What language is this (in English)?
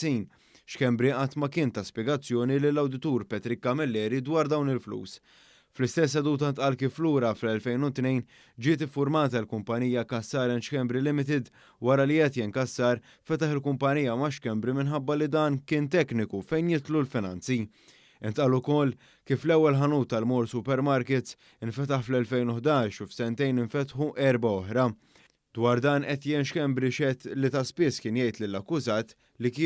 Maltese